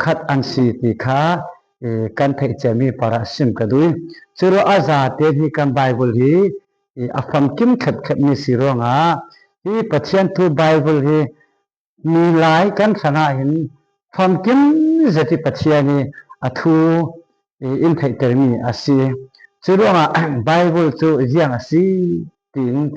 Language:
Falam Chin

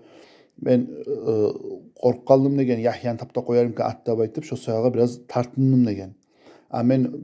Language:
Kumyk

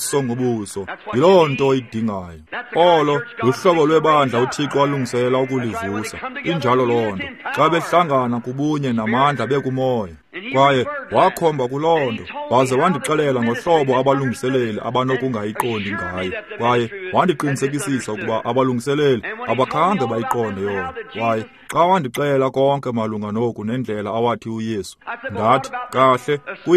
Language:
Xhosa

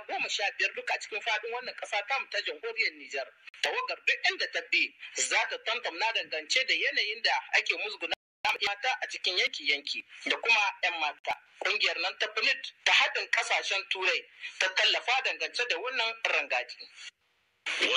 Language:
Hausa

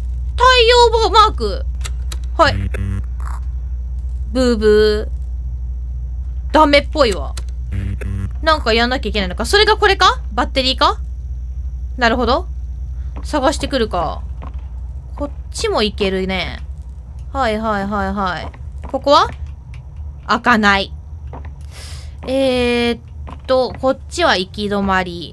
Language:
Japanese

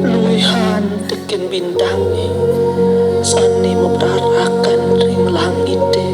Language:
Balinese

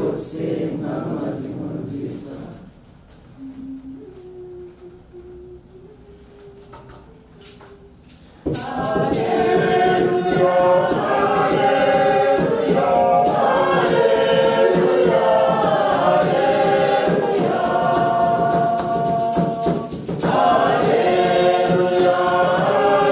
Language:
Kinyarwanda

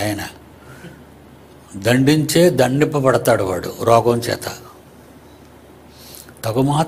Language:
Telugu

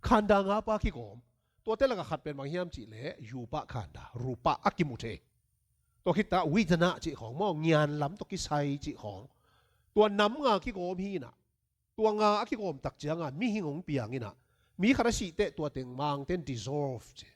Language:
Tedim Chin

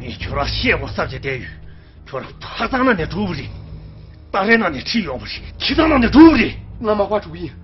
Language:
Tibetan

